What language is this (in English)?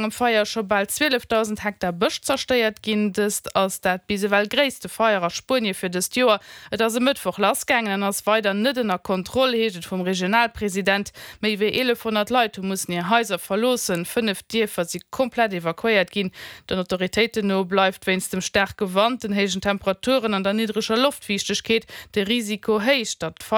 Luxembourgish